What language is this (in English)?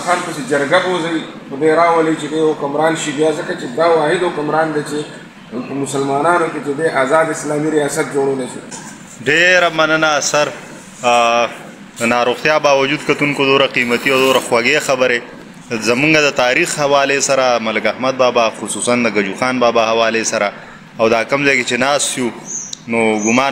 Pashto